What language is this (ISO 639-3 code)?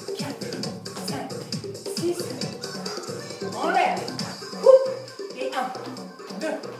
fra